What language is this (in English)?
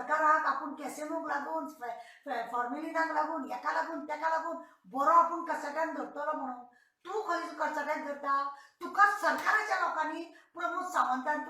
Konkani